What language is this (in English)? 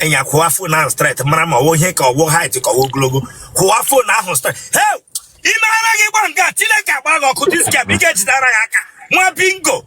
Igbo